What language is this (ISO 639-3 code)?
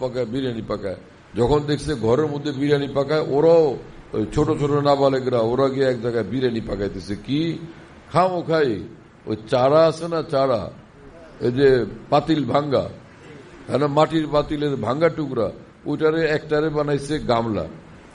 ben